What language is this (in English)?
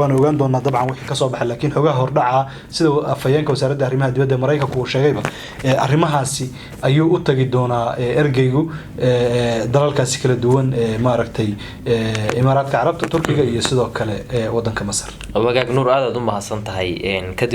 Somali